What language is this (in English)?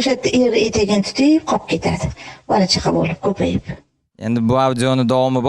Uzbek